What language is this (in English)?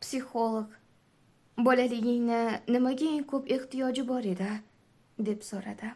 Uzbek